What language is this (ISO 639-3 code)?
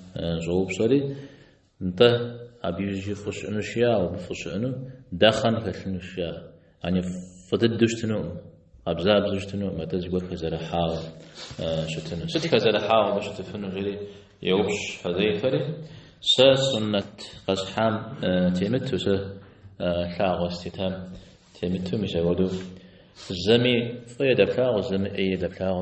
kbd